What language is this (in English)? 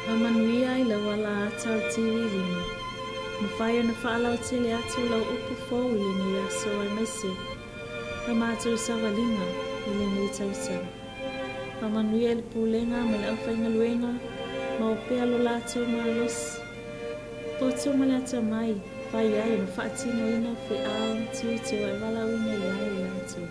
Samoan